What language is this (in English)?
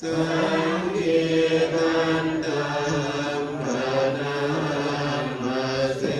Pali